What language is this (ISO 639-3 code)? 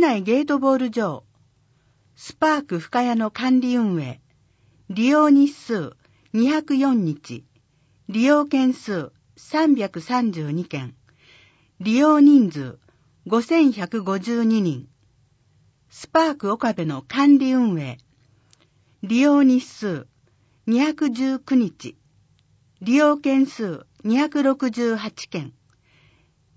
jpn